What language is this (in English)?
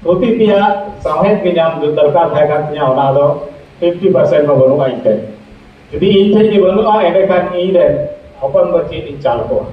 Santali